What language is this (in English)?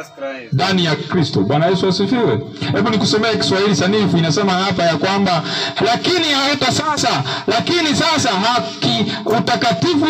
Swahili